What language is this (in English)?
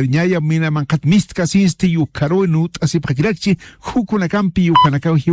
Aymara